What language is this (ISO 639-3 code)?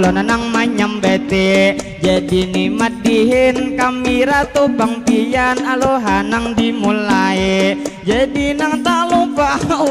bjn